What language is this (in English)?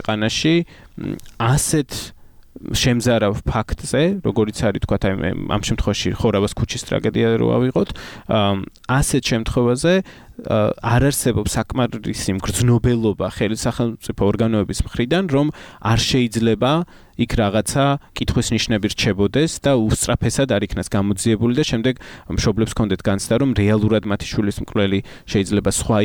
Georgian